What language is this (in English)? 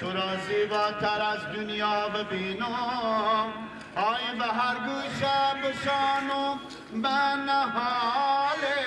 Persian